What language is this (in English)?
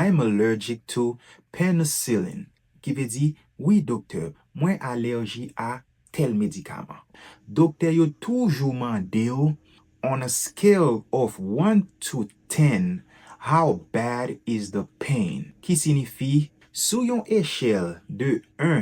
Haitian Creole